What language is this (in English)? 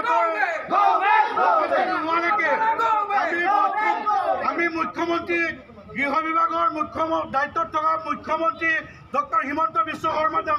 Assamese